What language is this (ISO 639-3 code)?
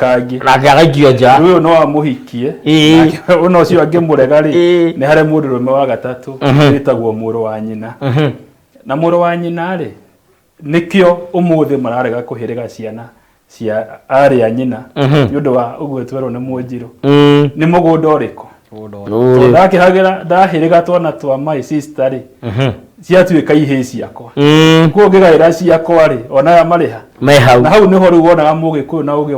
kik